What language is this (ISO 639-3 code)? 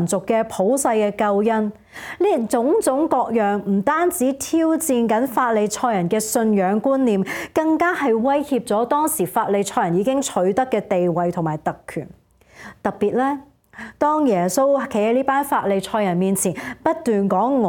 yue